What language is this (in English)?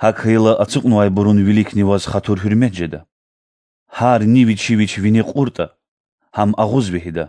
Lezghian